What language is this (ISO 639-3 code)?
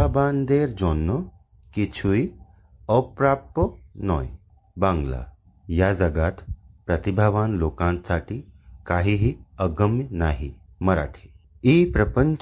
san